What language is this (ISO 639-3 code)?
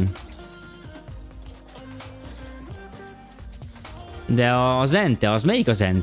hun